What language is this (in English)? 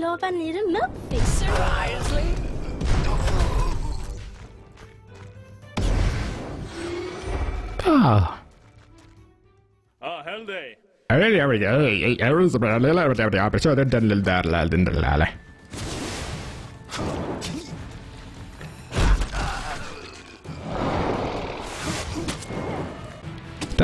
Finnish